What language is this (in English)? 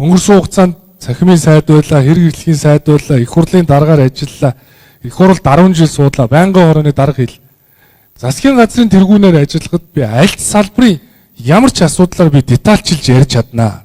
Mongolian